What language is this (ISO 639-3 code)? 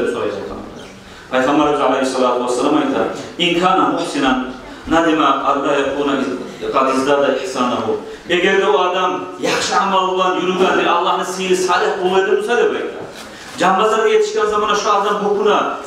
kum